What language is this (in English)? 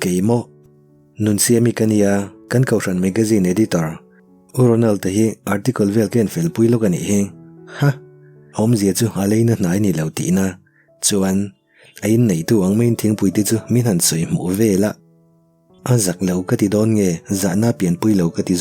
Mizo